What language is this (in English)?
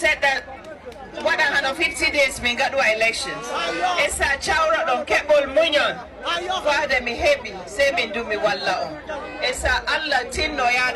Nigerian Fulfulde